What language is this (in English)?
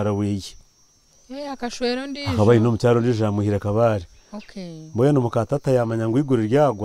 Nyankole